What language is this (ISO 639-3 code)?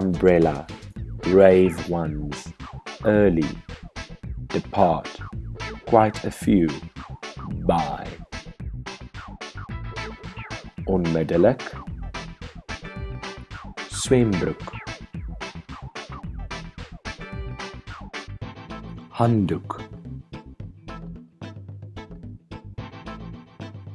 afr